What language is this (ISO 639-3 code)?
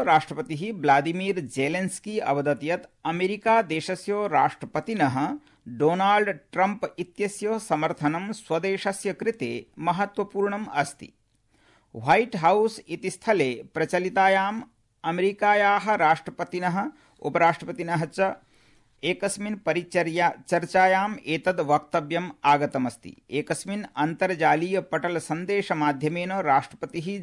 san